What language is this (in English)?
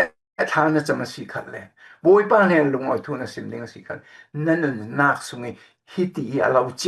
Falam Chin